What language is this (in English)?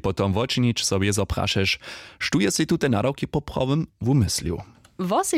Upper Sorbian